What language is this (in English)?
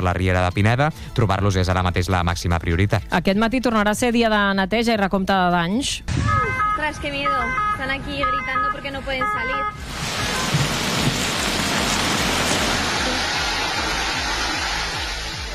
Catalan